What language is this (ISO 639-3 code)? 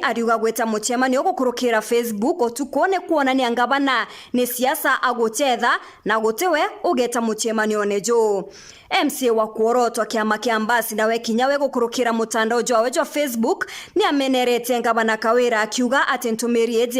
mer